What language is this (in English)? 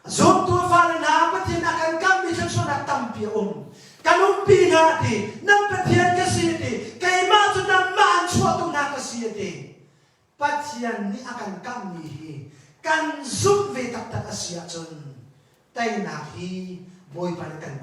Hakha Chin